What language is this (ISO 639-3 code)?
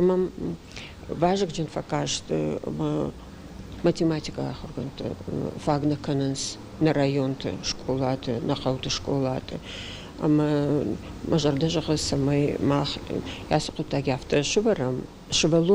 oss